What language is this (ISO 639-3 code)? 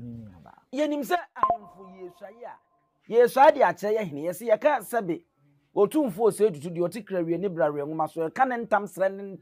aka